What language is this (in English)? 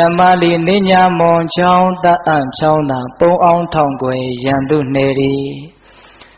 Burmese